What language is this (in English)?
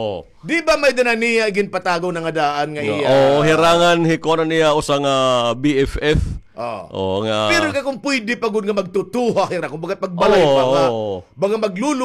Waray